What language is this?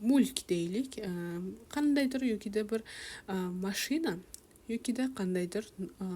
Uzbek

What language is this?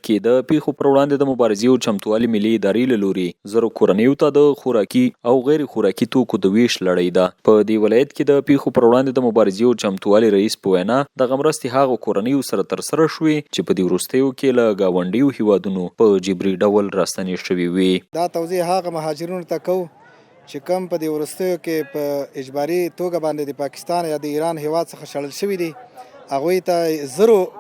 Pashto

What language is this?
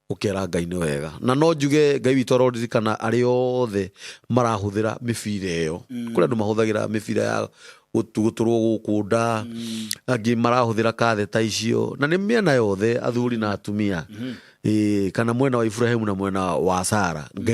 Kikuyu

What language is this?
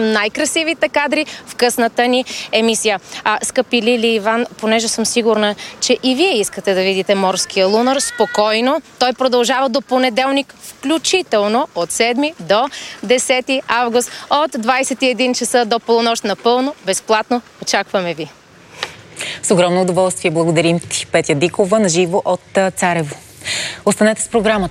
Bulgarian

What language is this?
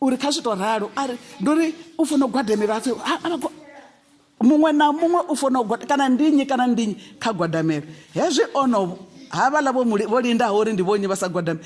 Venda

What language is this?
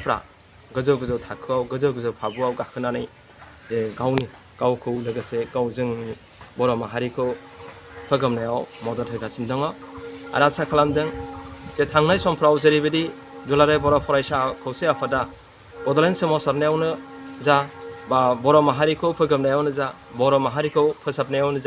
Bodo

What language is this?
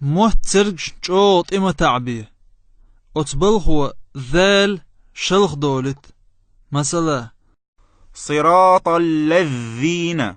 Chechen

